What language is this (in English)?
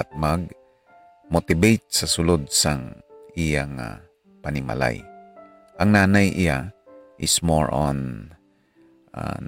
Hiligaynon